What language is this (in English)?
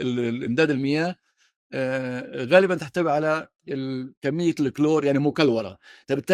North Levantine Arabic